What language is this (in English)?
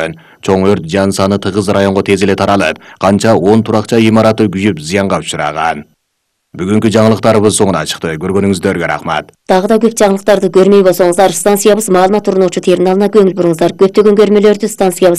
Kyrgyz